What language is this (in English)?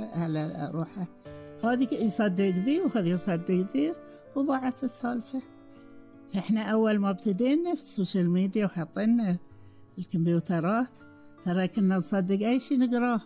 Gulf Arabic